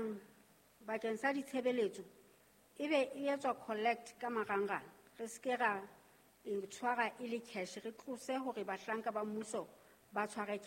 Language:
Southern Sotho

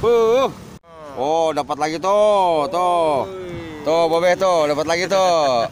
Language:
Betawi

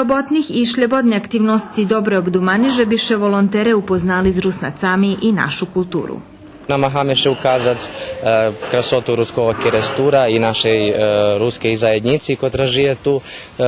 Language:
Rusyn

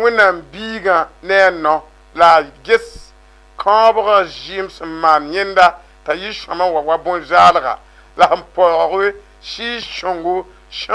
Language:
Mossi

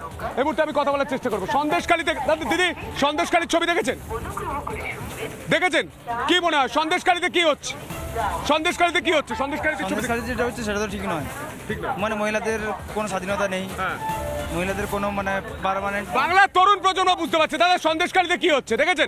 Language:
Bangla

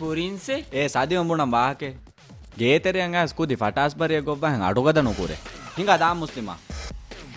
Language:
Divehi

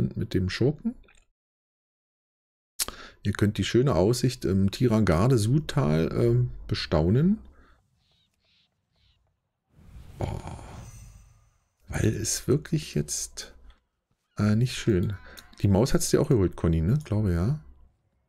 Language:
German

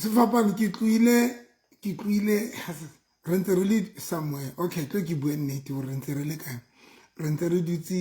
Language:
Southern Sotho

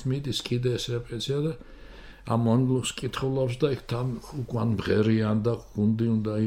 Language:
Georgian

